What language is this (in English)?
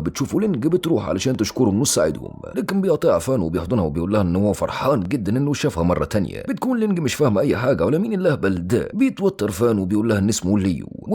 Egyptian Arabic